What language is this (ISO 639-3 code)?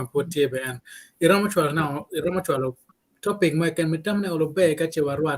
ach